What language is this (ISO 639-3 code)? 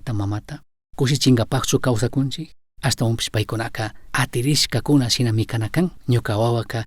qug